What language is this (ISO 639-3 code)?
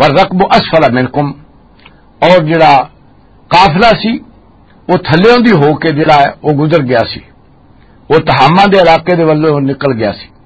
lah